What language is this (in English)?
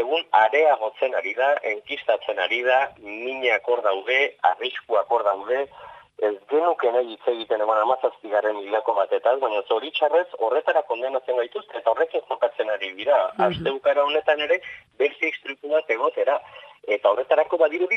Basque